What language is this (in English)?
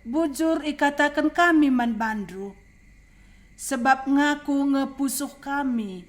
Batak Karo